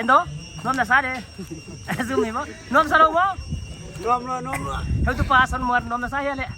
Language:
Paite Chin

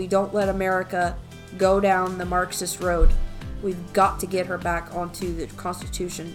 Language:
English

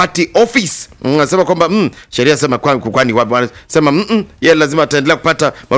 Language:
Swahili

